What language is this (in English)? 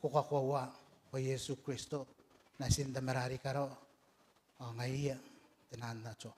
Gilbertese